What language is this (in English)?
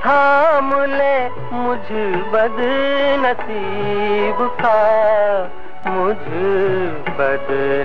Hindi